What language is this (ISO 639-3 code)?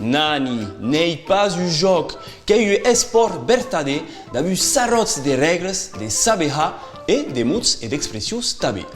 oci